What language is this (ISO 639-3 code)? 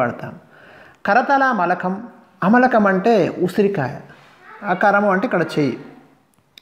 tel